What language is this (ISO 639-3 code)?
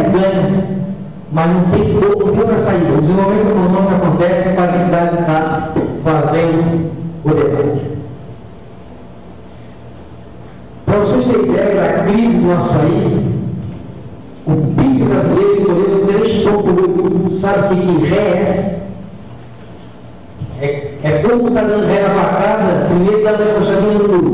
por